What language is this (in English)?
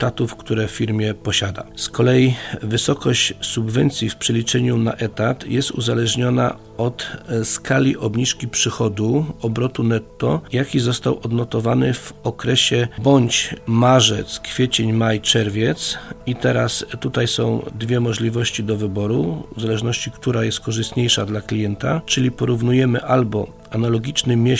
Polish